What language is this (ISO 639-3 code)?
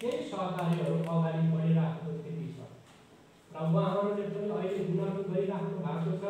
nep